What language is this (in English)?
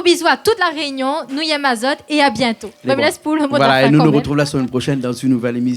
Réunion Creole French